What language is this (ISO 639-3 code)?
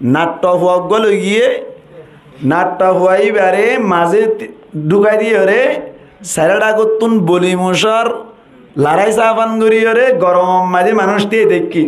rhg